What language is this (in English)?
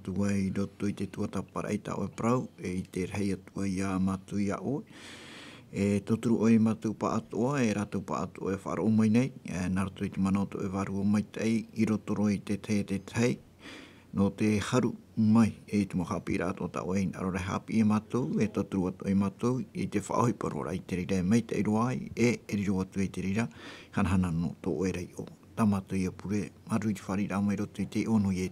Tahitian